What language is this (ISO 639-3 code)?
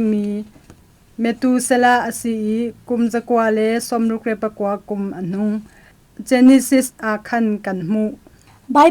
cnh